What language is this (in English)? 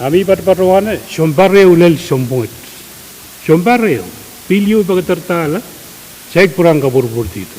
Pohnpeian